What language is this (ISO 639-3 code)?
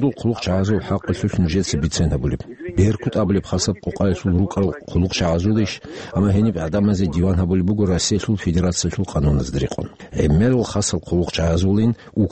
ava